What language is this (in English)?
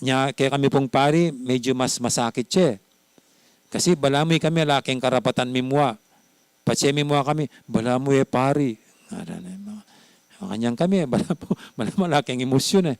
Pampanga